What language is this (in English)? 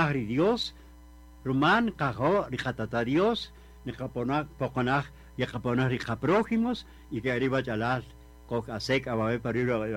Kaqchikel